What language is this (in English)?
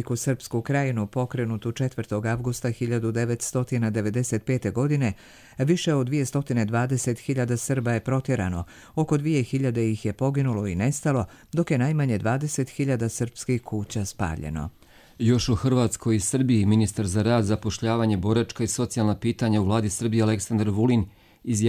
Bosnian